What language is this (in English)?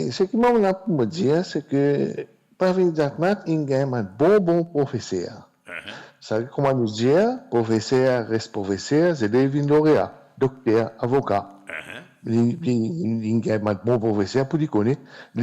Morisyen